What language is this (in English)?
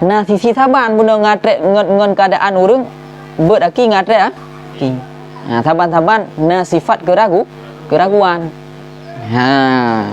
Achinese